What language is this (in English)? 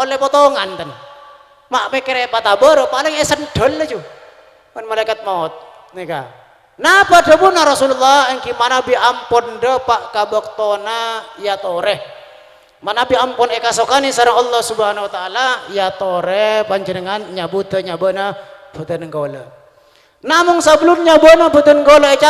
Madurese